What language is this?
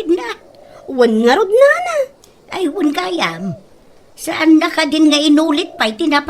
Iloko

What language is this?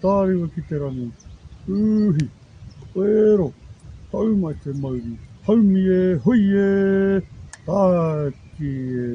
Māori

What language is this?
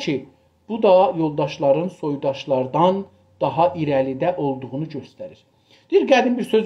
South Azerbaijani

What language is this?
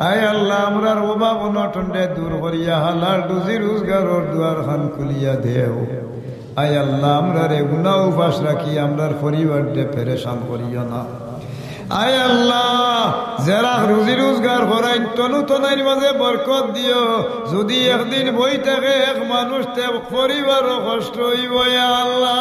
Sylheti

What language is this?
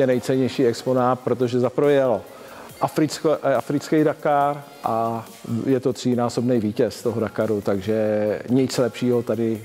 Czech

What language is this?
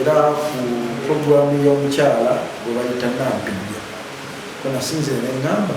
Ganda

